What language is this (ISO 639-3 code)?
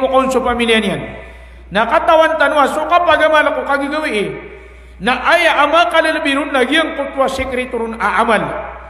mrw